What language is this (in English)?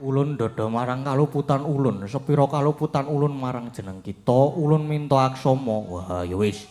Javanese